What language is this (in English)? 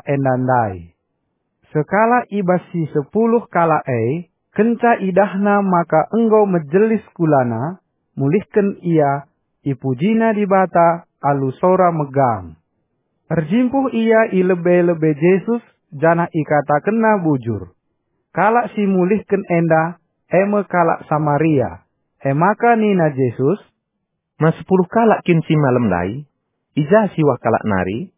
Batak Karo